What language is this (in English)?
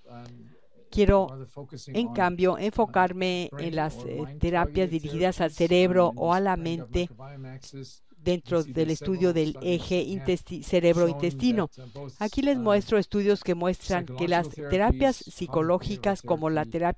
Spanish